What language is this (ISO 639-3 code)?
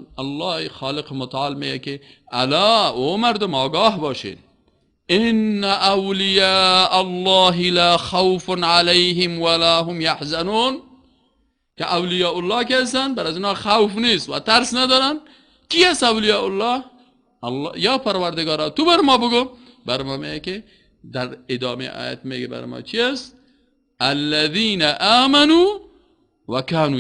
fas